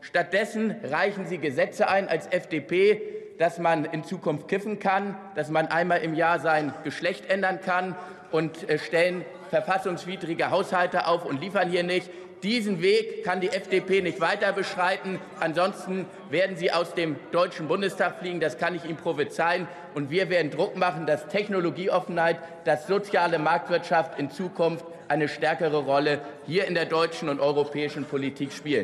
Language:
German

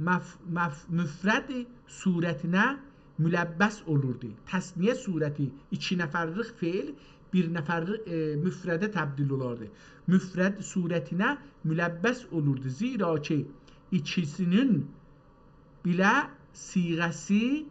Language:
South Azerbaijani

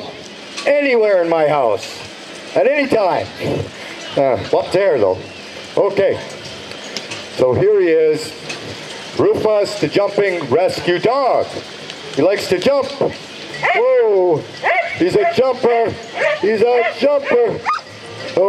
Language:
English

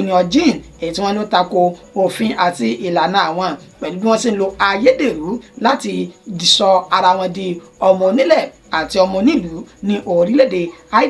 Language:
Yoruba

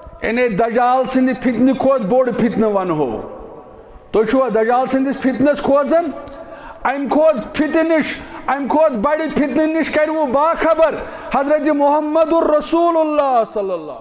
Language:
Kashmiri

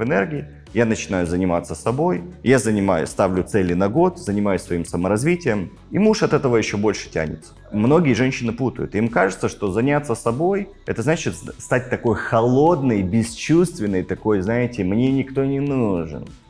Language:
Russian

